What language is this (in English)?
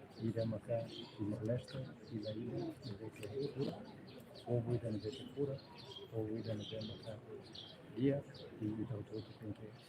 Tetum